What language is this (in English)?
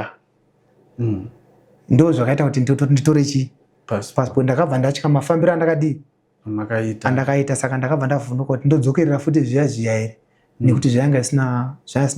Shona